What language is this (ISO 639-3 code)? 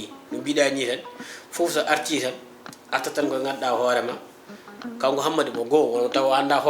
ful